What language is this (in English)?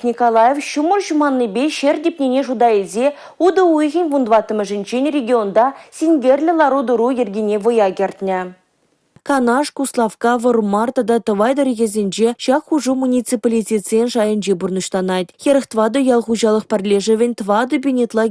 Chuvash